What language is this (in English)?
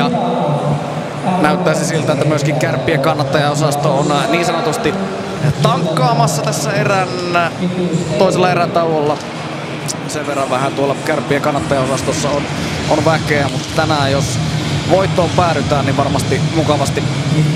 Finnish